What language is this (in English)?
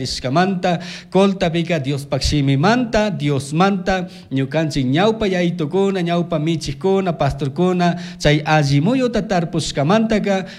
Chimborazo Highland Quichua